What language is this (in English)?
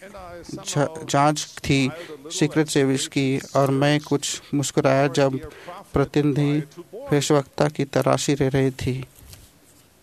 Hindi